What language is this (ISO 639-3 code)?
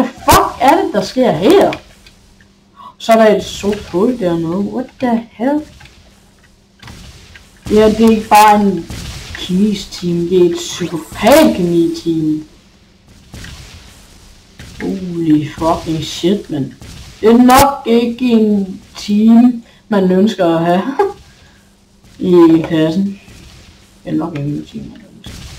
dan